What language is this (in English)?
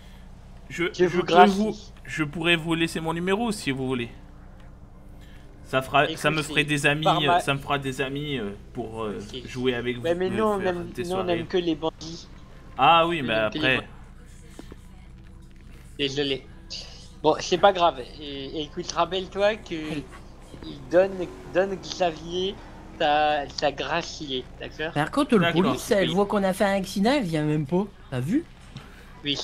French